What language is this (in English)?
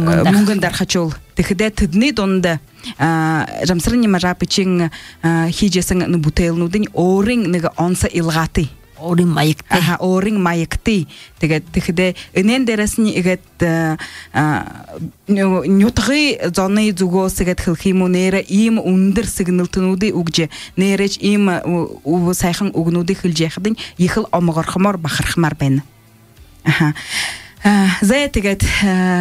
Buriat